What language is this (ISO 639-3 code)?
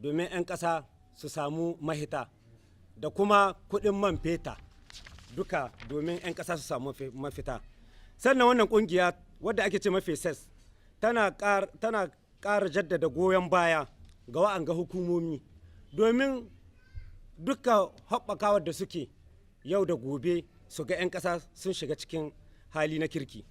hau